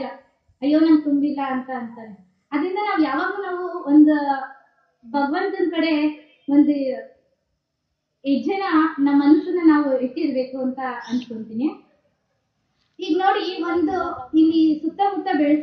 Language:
Kannada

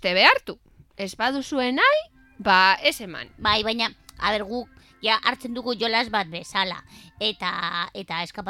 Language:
Basque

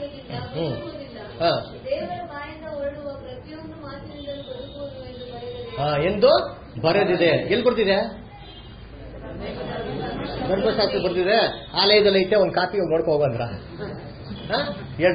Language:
Kannada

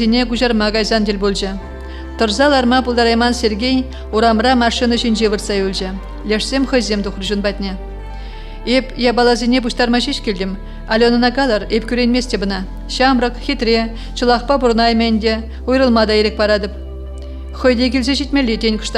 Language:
Chuvash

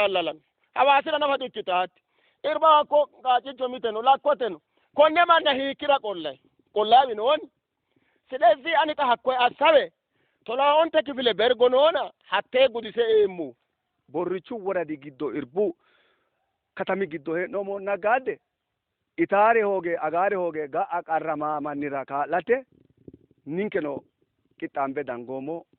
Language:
Sidamo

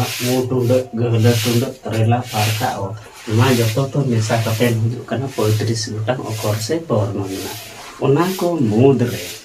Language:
Santali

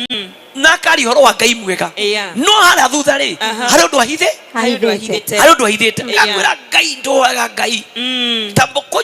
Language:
Kikuyu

